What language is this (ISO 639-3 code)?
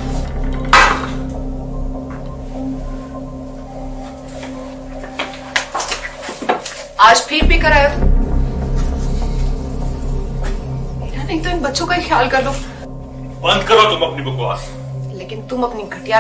hin